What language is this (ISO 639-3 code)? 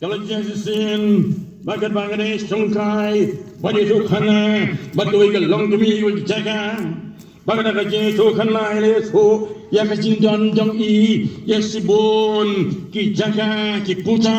kha